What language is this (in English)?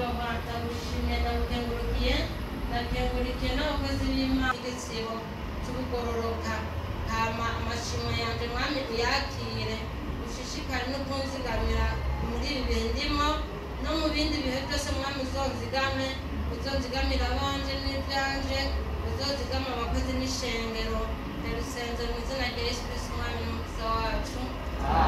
Rundi